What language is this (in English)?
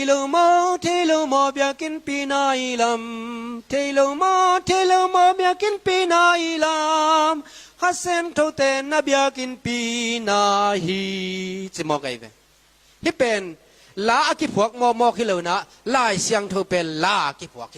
Tedim Chin